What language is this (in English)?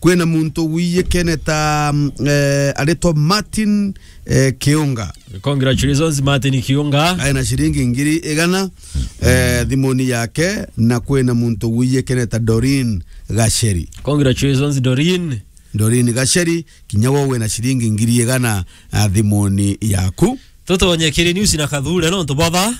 Meru